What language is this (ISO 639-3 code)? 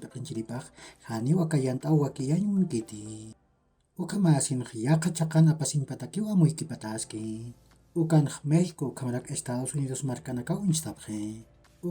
aym